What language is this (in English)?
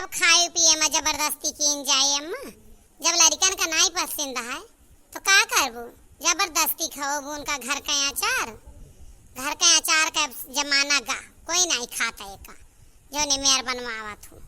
Awadhi